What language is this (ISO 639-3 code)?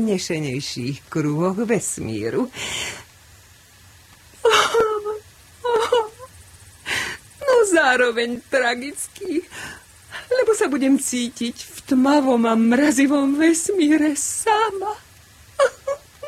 slk